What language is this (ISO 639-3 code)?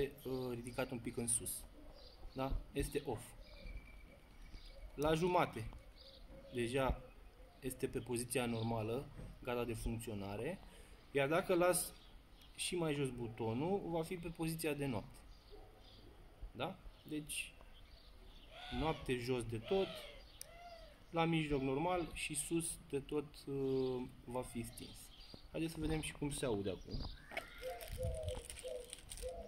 ron